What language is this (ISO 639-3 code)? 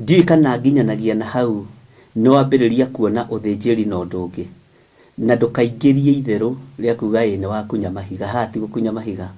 kik